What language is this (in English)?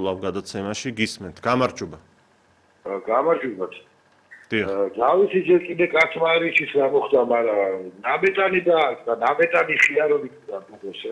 Georgian